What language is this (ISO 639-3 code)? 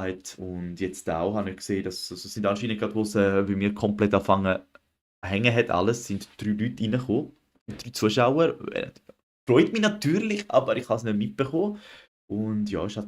gsw